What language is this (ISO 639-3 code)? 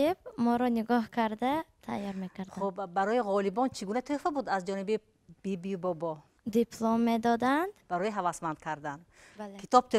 tgk